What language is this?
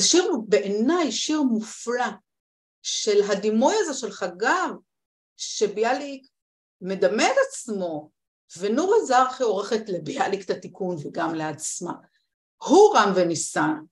Hebrew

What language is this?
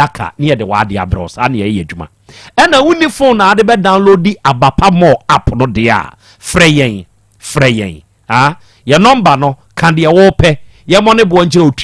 Akan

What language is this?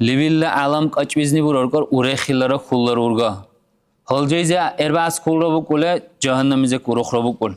Dargwa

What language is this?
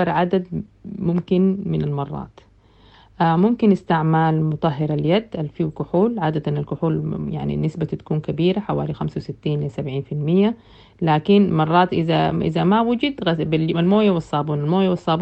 Sudanese Arabic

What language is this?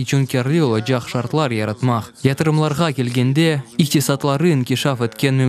Crimean Tatar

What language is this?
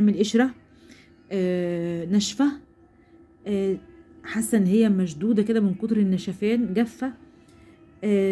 Egyptian Arabic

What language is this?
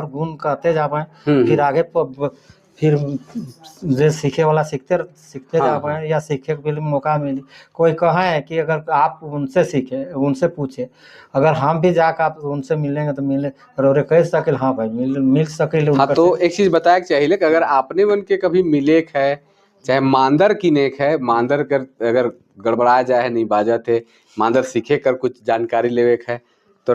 Sadri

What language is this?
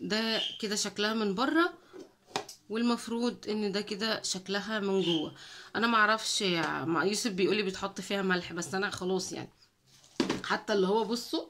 Egyptian Arabic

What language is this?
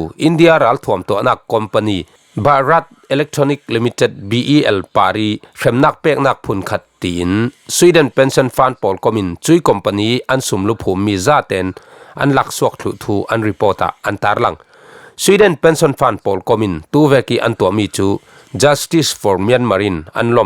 Falam Chin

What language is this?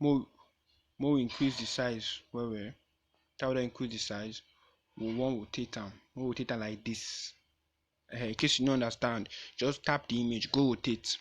Nigerian Pidgin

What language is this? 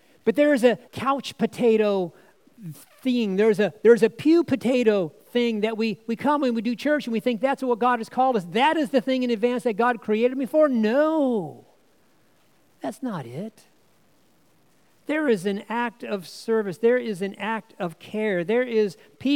English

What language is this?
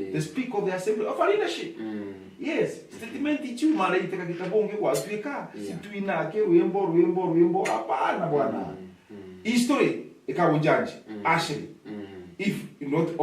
Meru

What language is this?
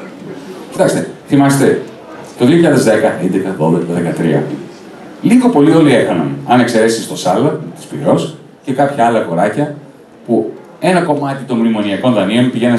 Greek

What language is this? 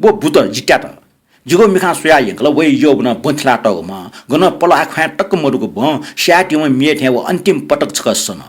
Newari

